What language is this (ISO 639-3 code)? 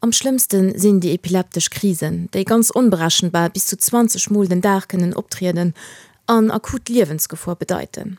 ltz